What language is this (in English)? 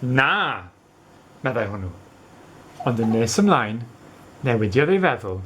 Welsh